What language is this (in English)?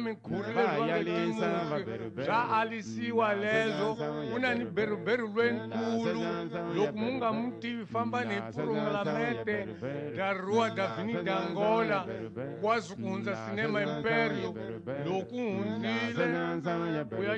Tsonga